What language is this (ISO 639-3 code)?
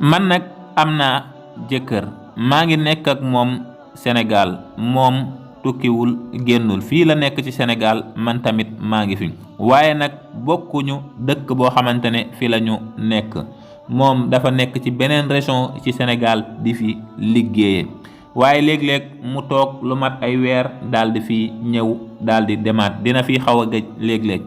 wol